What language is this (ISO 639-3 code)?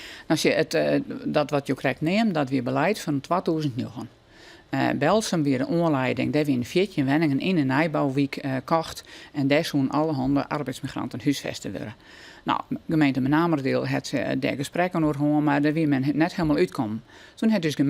fry